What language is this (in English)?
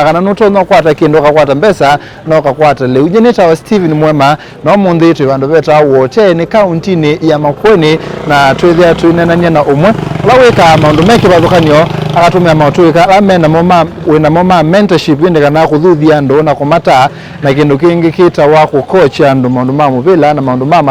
Kamba